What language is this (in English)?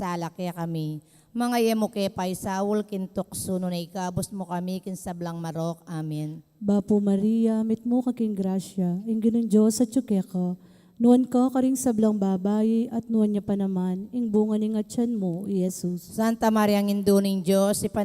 Pampanga